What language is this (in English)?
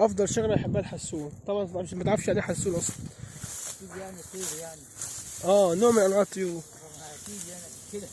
Egyptian Arabic